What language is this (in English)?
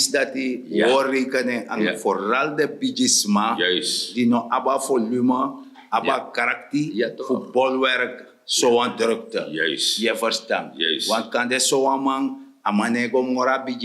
Sranan Tongo